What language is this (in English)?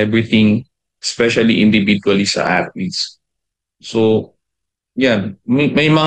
Filipino